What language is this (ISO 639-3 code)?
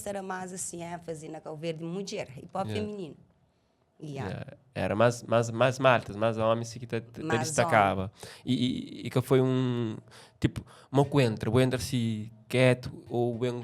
kea